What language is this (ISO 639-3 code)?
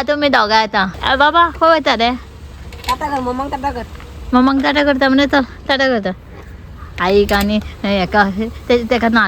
kok